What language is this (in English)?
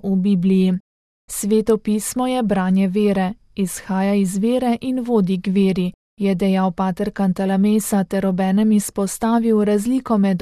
Slovenian